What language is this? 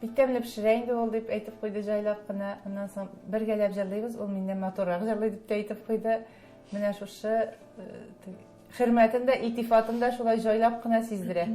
Tatar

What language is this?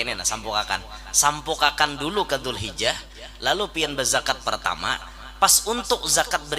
Banjar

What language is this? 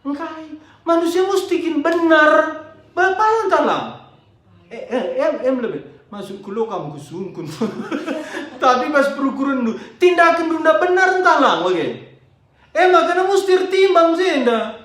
Batak Karo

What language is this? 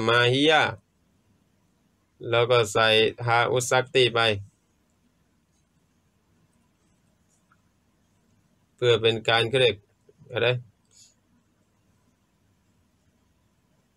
Thai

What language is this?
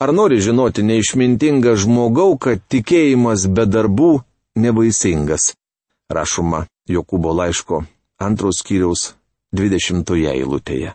Lithuanian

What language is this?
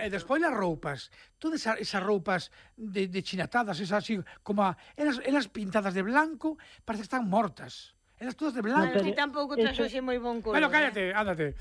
Galician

